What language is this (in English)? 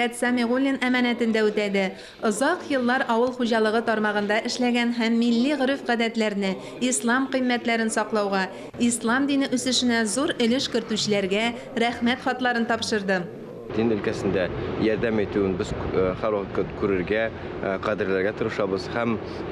Tatar